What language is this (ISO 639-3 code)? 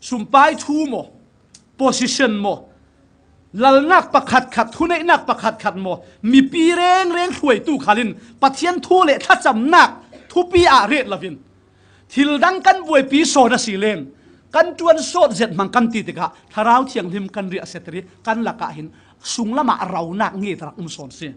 cfm